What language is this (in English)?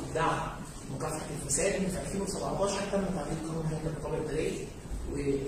Arabic